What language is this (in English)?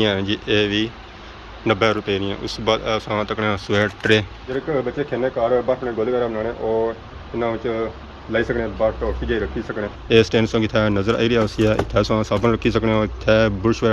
Pahari-Potwari